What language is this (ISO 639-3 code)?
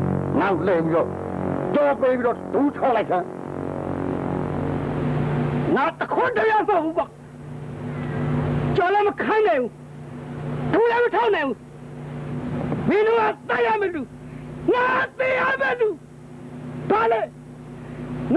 mya